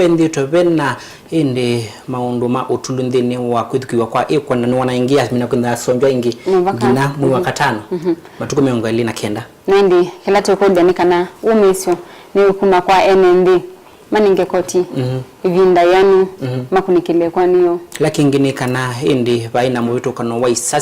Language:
Kamba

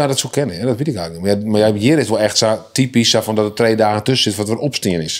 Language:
Western Frisian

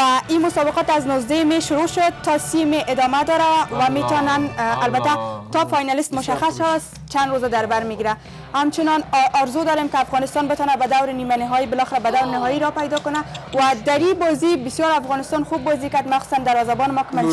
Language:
Persian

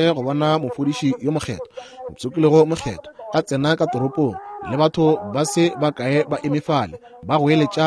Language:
Northern Sotho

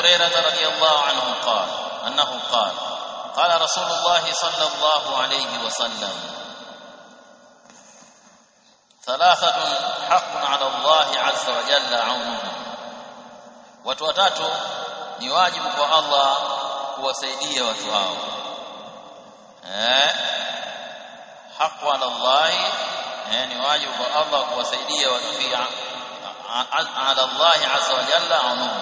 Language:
Swahili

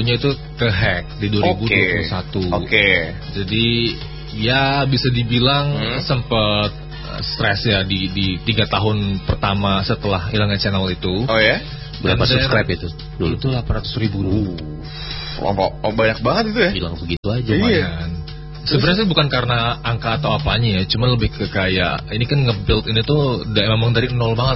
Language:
Indonesian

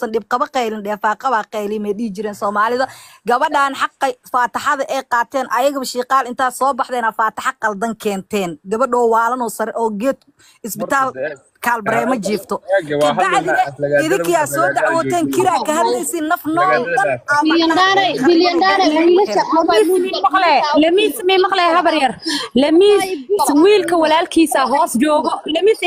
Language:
Somali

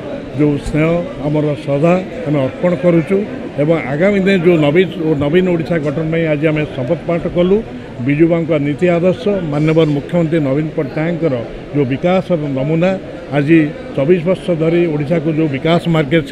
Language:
Odia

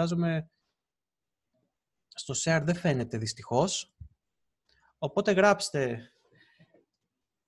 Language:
Greek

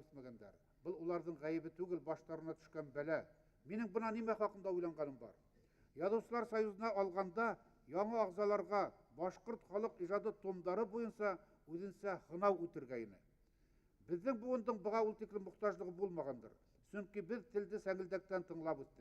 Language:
Bashkir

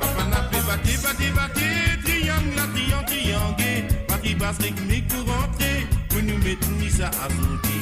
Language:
Morisyen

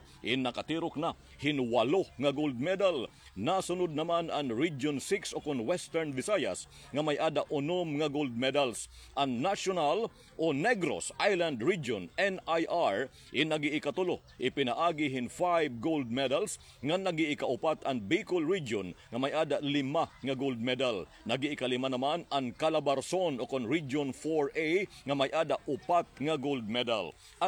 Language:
Waray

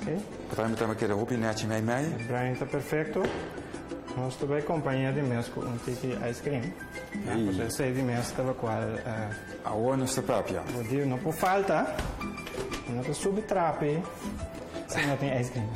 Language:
Papiamento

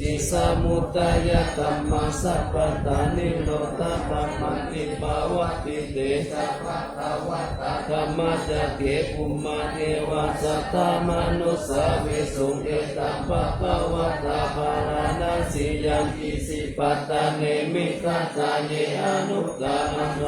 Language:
Pali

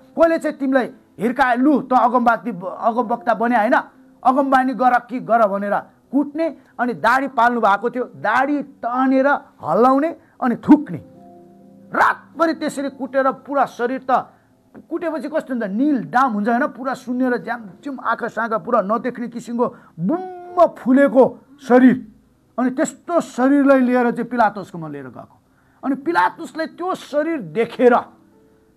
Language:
Nepali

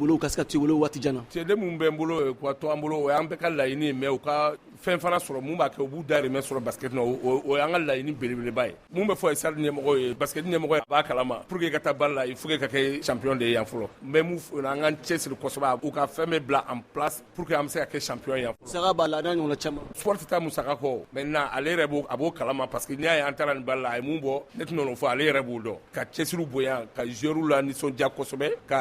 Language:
Bambara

